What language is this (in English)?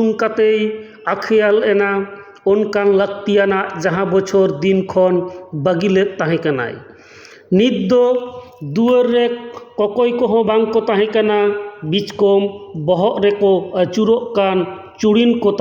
Santali